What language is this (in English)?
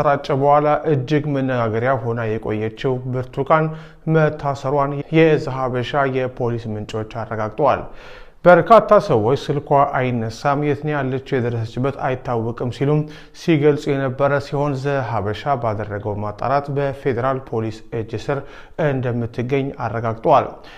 Amharic